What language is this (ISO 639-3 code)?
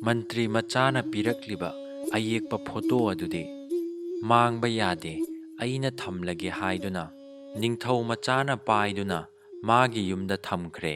mni